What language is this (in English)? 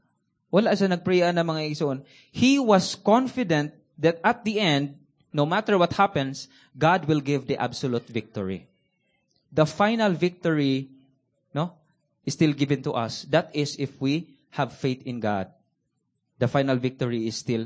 Cebuano